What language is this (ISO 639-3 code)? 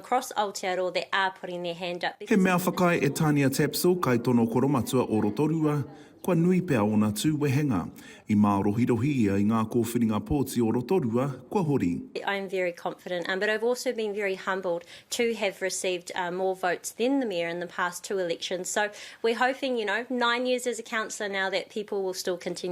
mri